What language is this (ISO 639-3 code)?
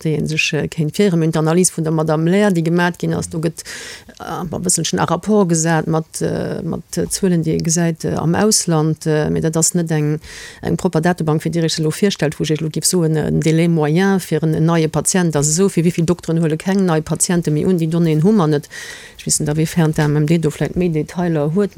ltz